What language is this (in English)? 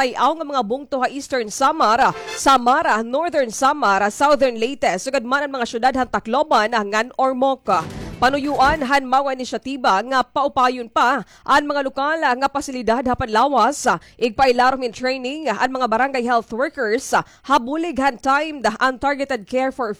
Waray